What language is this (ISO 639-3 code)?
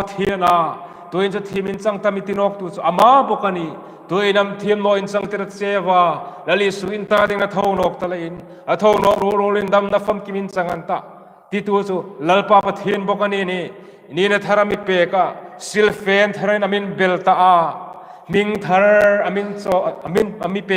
hmr